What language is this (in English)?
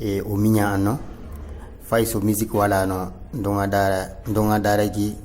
Fula